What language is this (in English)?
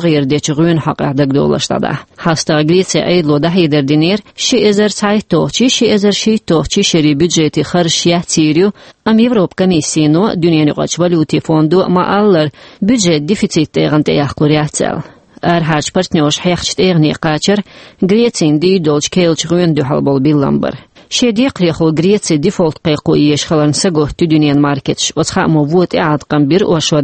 Chechen